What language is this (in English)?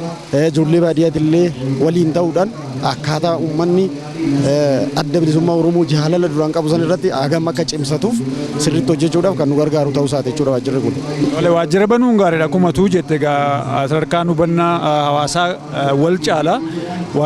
Oromo